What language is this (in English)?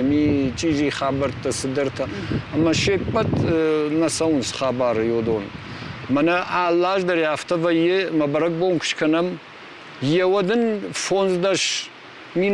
Ossetic